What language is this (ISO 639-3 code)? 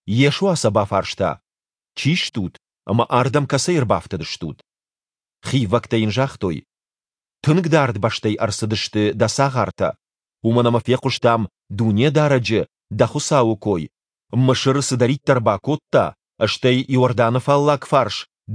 oss